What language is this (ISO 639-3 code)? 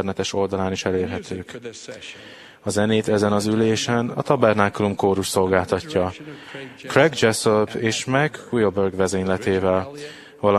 hun